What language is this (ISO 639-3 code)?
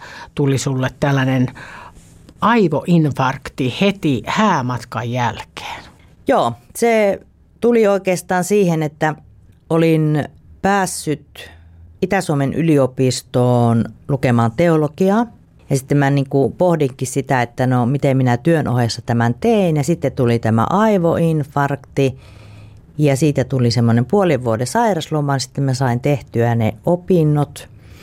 fin